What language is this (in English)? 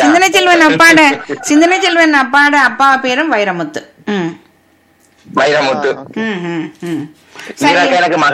Tamil